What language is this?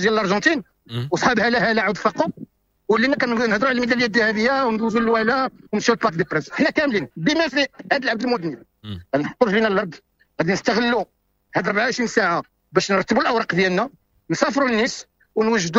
Moroccan Arabic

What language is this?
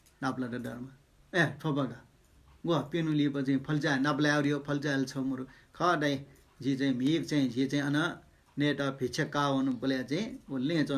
Newari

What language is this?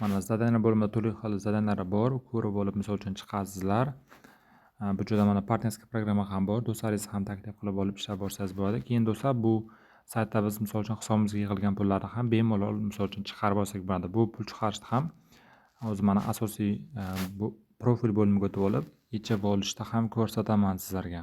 Uzbek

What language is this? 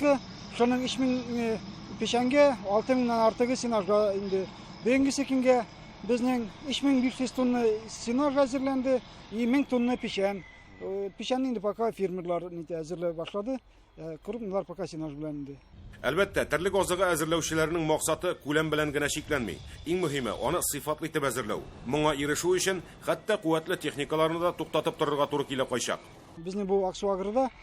Tatar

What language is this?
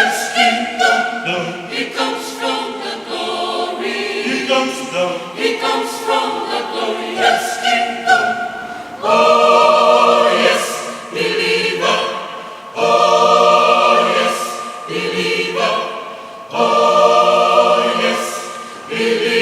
Tongan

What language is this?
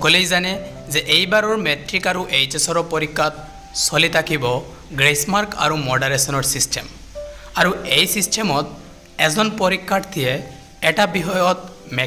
Assamese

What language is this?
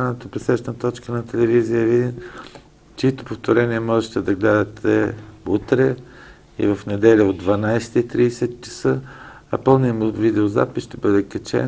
Bulgarian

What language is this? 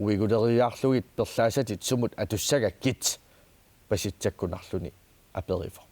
Kalaallisut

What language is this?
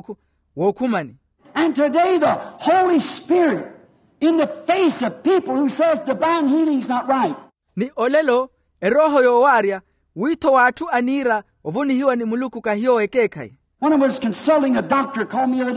Makhuwa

